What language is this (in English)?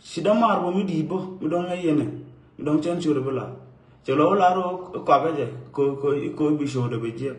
Nuer